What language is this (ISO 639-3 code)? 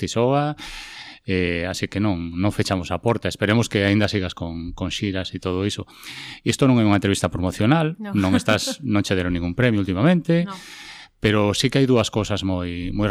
glg